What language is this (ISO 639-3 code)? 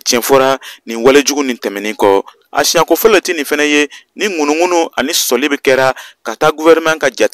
bam